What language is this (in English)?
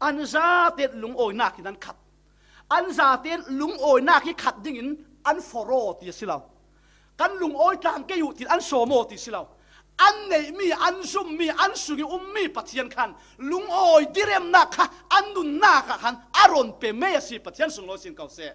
Falam Chin